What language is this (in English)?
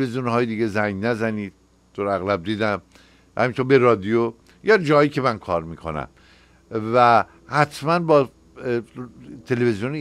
Persian